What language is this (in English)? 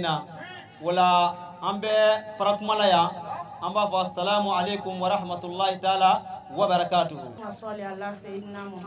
Bambara